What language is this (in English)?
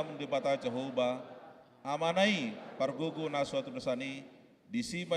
Batak Toba